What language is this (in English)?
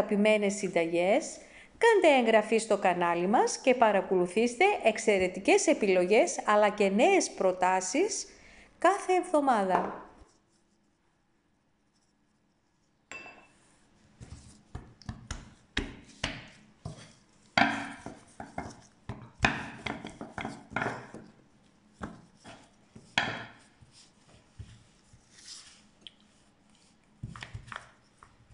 Greek